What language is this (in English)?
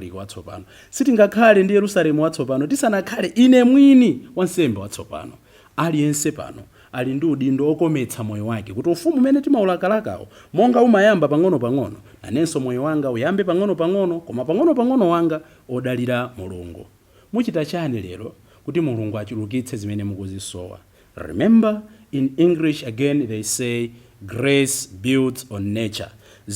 Nyanja